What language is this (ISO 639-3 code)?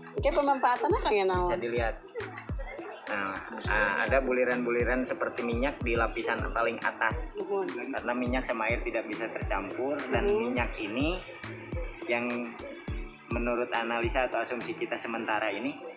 ind